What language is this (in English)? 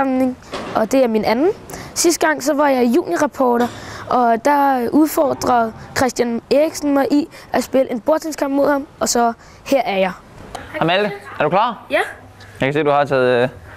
Danish